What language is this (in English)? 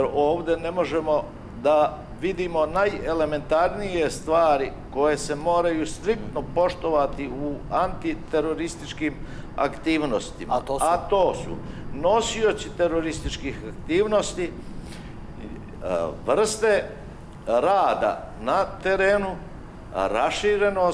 Serbian